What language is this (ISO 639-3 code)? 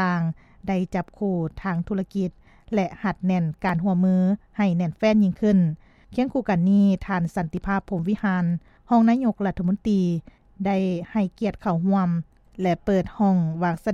lao